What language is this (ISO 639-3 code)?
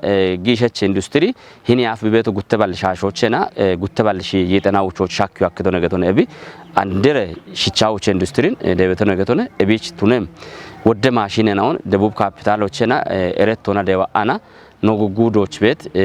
kbr